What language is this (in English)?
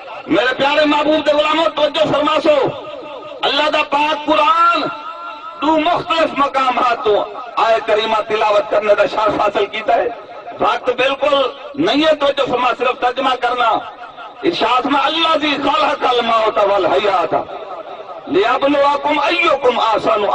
Saraiki